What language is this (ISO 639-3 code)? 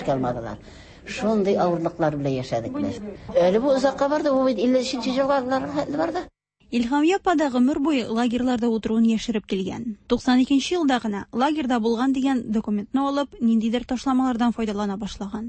tat